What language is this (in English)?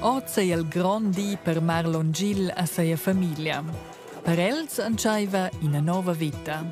Romansh